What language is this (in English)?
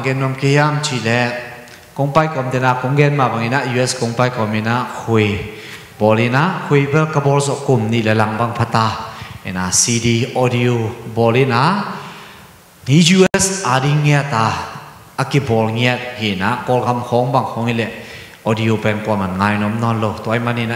Tedim Chin